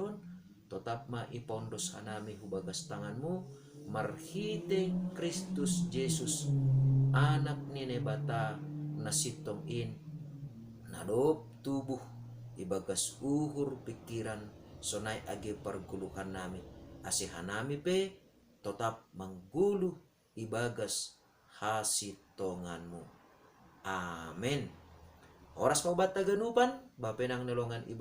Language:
Batak Simalungun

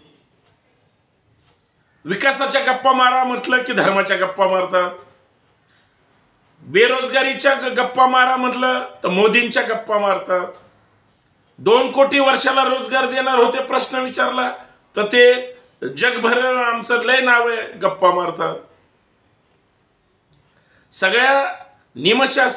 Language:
Marathi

